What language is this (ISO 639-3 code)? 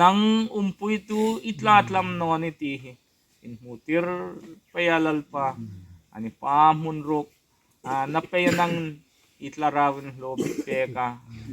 hmr